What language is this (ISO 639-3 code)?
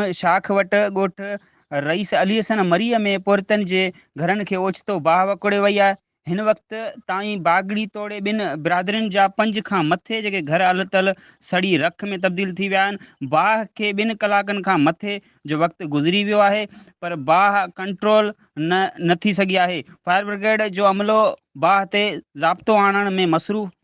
snd